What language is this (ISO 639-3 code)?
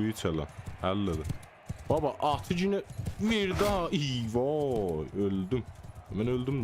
azb